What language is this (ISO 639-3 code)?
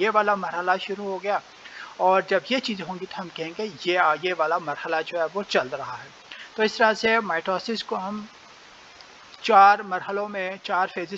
urd